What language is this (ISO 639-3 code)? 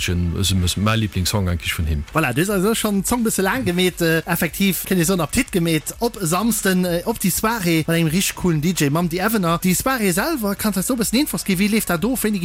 ltz